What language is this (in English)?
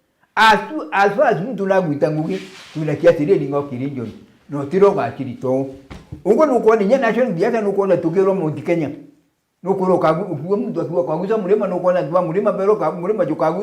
Meru